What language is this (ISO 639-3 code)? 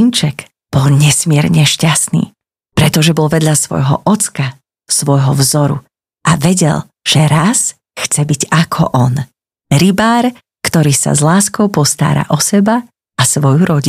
slk